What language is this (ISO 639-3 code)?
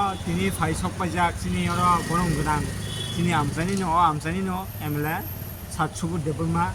trp